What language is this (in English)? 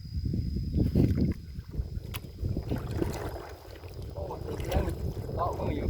Lao